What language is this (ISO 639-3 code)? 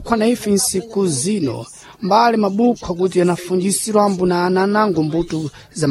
seh